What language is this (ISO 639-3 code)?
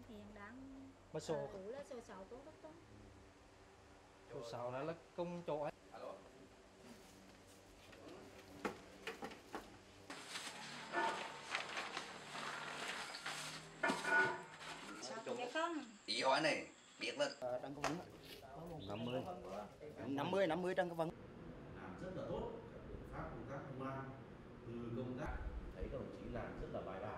vie